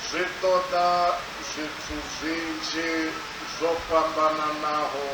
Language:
Venda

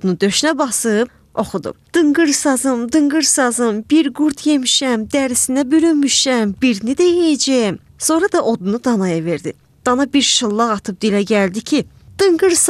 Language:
Azerbaijani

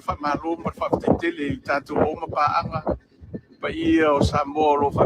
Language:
Samoan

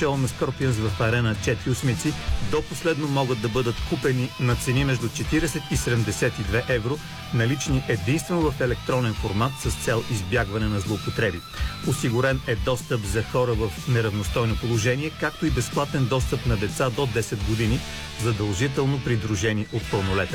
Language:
Bulgarian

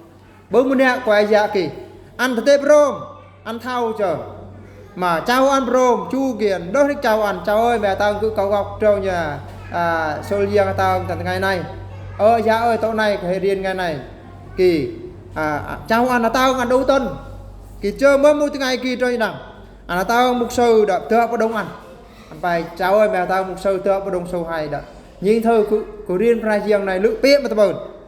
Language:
Eastern Bru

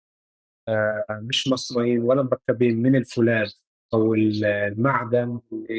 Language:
North Levantine Arabic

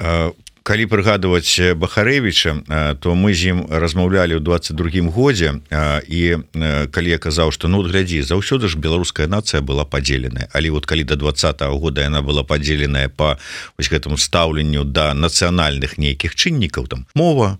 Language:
Belarusian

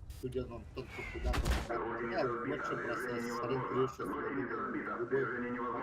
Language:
Yakut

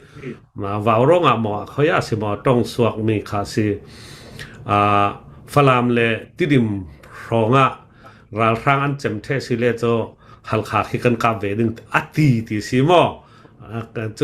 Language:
Hakha Chin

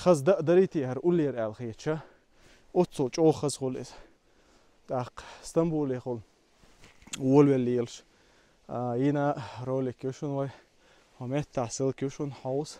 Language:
Chechen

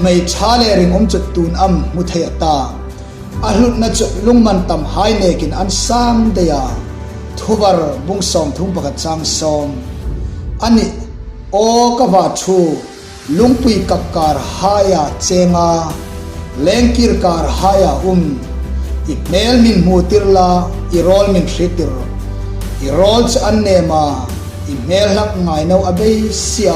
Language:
Hmar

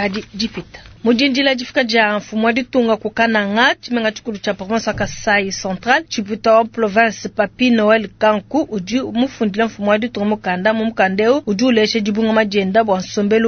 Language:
Luba-Lulua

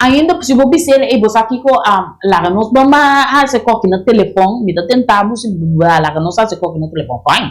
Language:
Papiamento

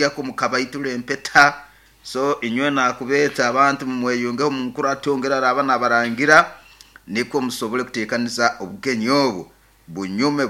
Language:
Nyoro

